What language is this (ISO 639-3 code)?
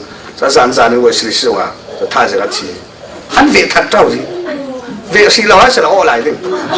cfm